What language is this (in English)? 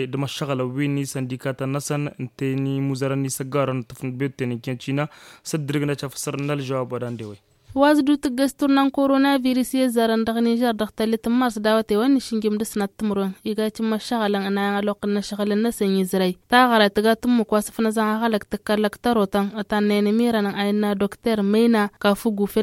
Tamasheq